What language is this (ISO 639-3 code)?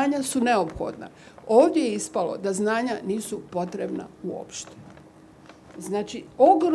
bos